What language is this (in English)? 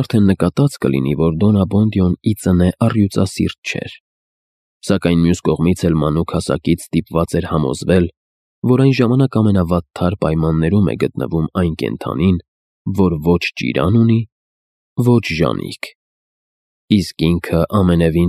Armenian